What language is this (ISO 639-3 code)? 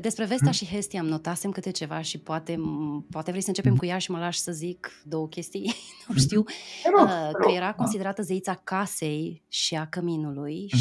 ron